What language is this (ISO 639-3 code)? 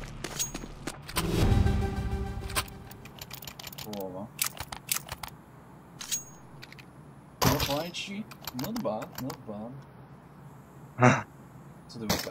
pol